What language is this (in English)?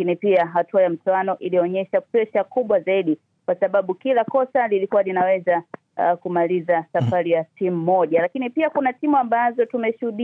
Swahili